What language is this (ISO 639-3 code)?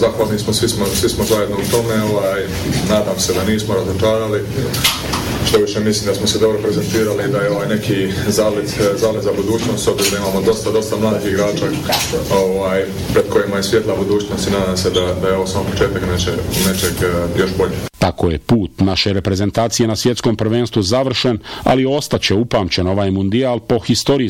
bos